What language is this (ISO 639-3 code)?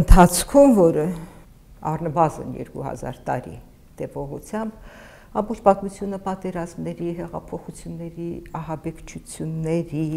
hye